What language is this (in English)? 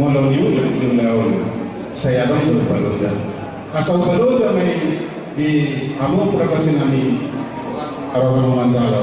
Batak Toba